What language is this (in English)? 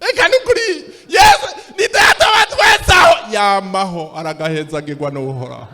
Rundi